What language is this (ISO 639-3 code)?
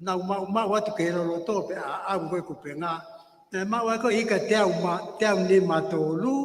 ton